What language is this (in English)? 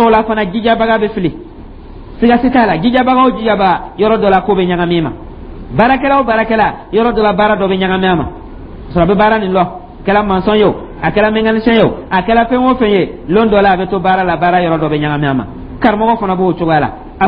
Dyula